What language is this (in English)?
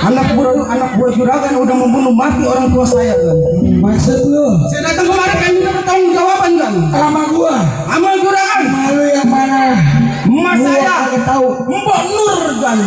Betawi